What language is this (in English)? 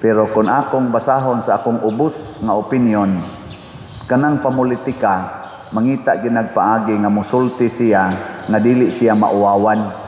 Cebuano